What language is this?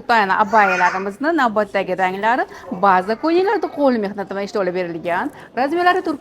Uzbek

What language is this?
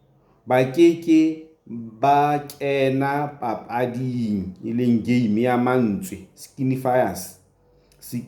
Southern Sotho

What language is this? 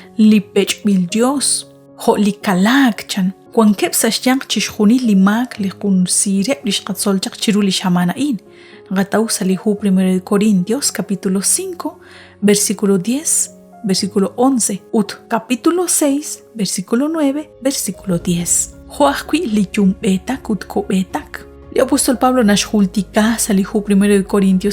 Kekchí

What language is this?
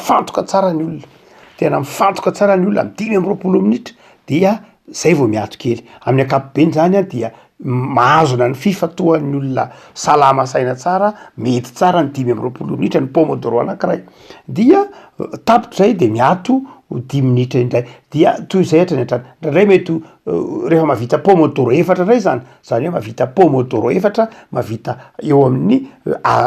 Malagasy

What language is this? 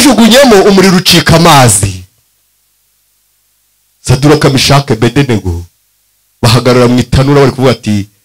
Kinyarwanda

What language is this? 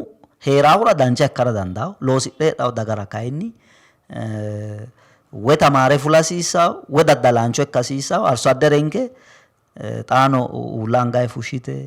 Sidamo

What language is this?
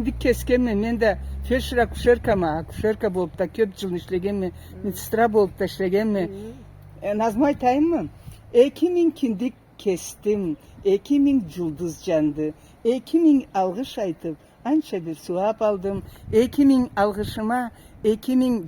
Karachay-Balkar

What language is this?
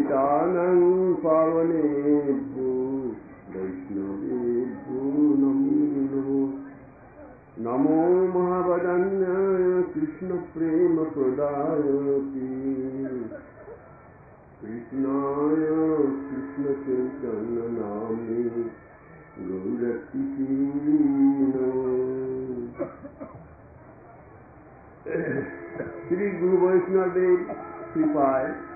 Bangla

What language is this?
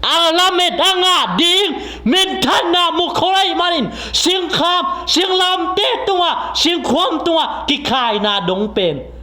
Tedim Chin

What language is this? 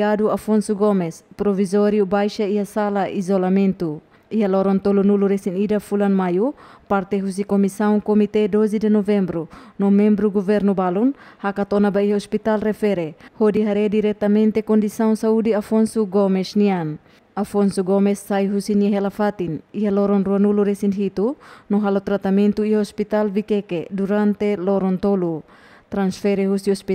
Tetum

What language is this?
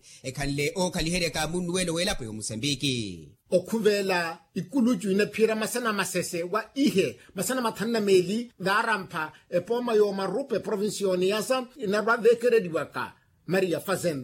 Makhuwa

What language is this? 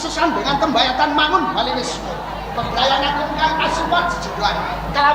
Javanese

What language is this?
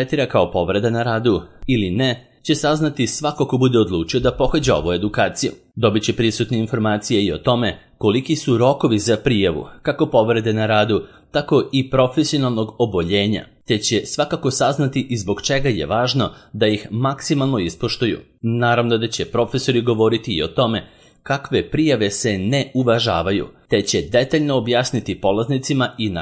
Serbian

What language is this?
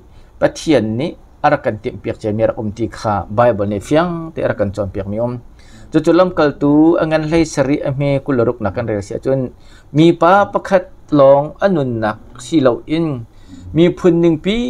Hakha Chin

